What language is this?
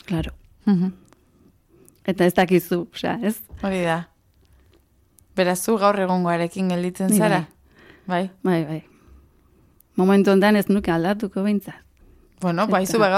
Basque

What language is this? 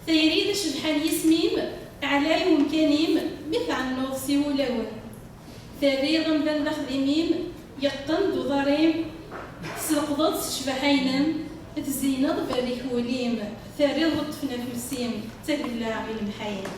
Kabyle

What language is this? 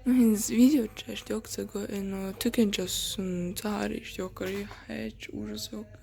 Chechen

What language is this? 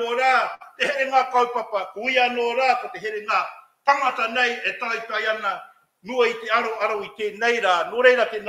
Māori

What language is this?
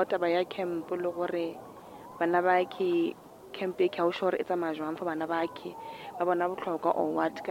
Northern Sotho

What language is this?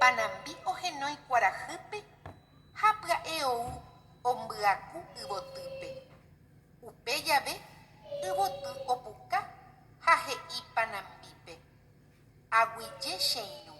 Guarani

